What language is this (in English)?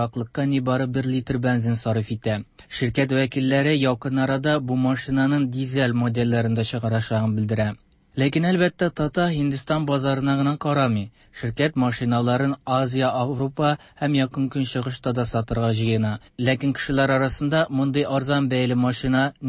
Tatar